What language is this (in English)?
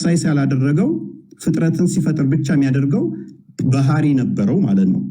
Amharic